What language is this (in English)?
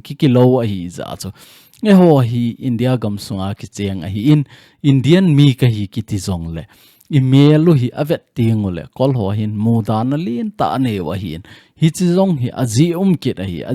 Thado Chin